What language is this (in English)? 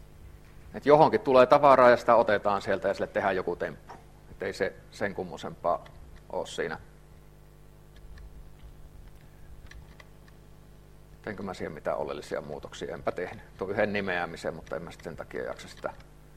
Finnish